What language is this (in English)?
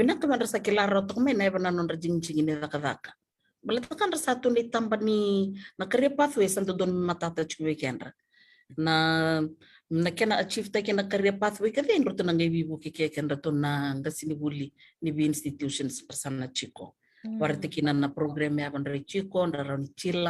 Fijian